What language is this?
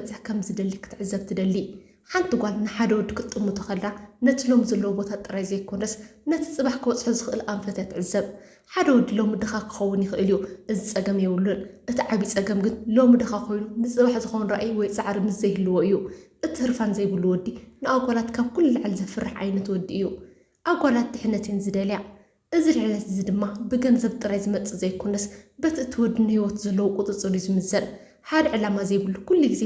Tigrinya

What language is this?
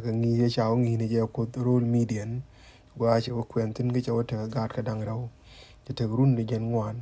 Nuer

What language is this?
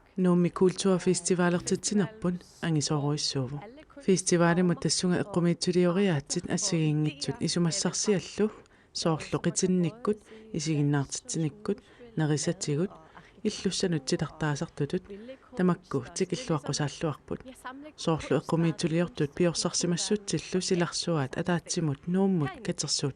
Kalaallisut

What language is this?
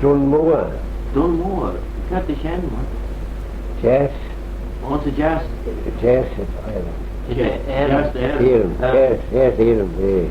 Manx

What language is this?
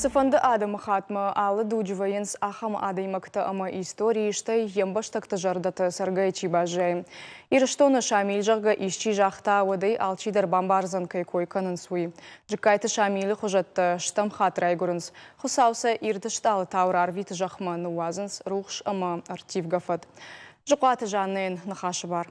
Ossetic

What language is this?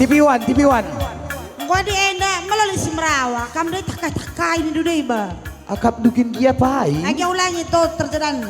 Batak Karo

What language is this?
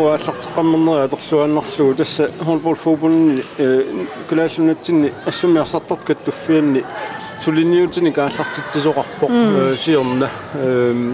Kalaallisut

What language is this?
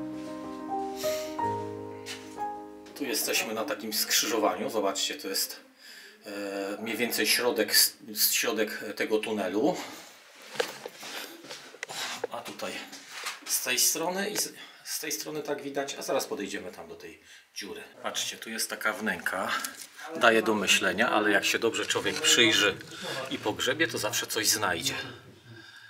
Polish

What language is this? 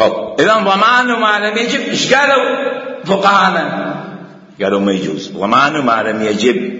Mesopotamian Arabic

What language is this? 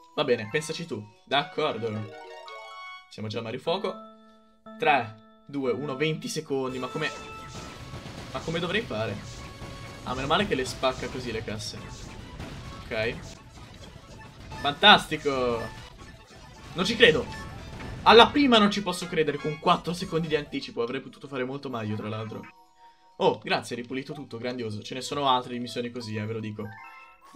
Italian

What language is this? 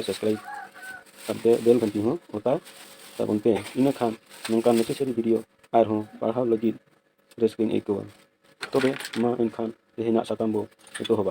Santali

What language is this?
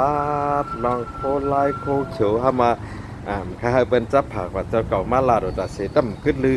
Shan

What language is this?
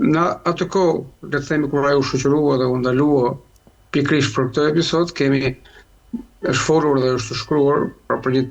Albanian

